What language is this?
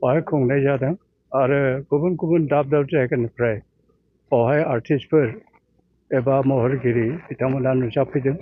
Bodo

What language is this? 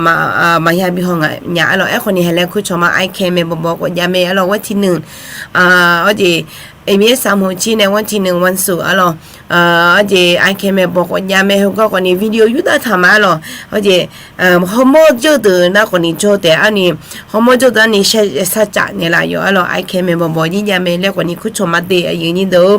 Akha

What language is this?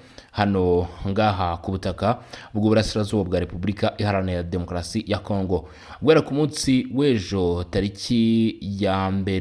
Kinyarwanda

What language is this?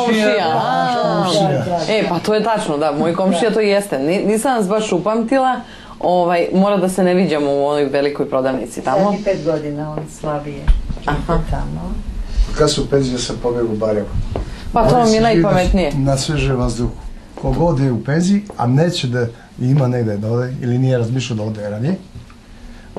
Serbian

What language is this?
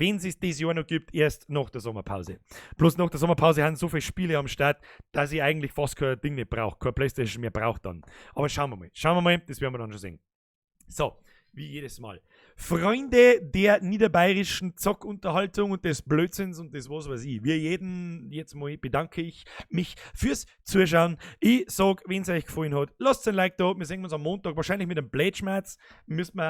Bavarian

